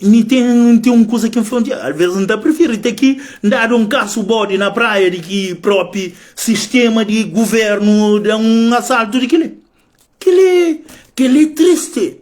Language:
Kabuverdianu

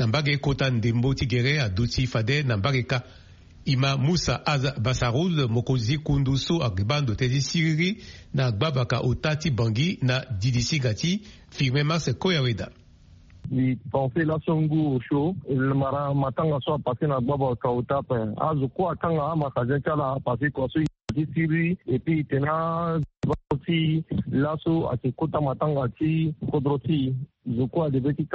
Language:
Sango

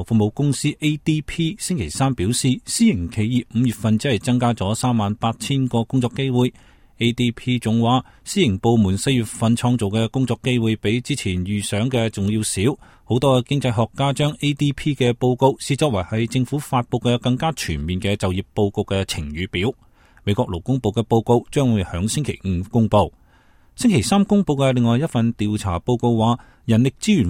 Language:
Cantonese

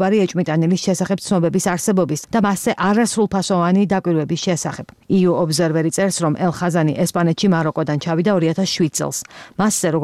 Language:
Georgian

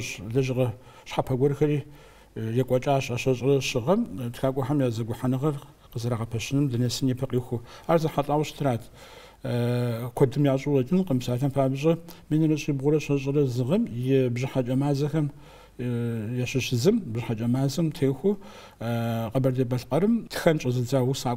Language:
Kabardian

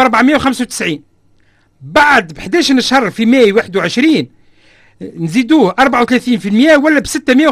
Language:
Tunisian Arabic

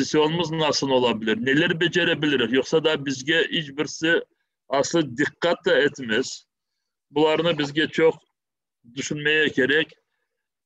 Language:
Crimean Tatar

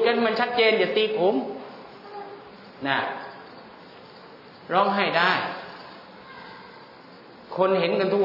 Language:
Thai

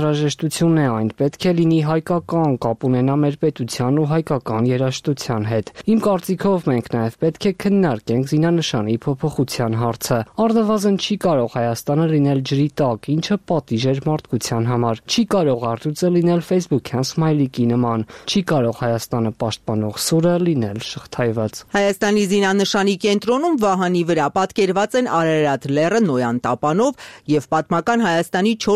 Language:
Armenian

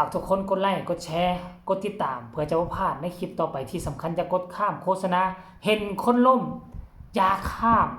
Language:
Northeastern Thai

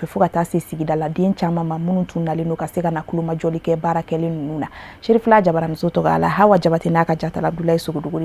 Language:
Bambara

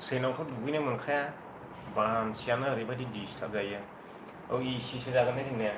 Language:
Bodo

